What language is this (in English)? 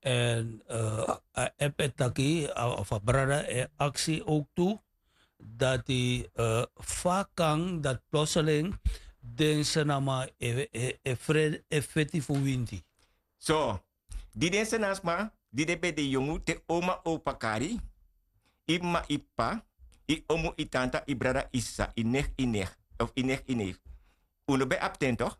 Sranan Tongo